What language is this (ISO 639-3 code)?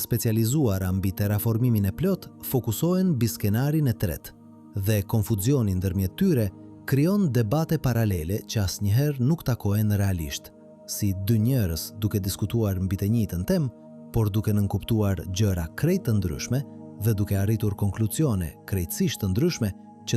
sqi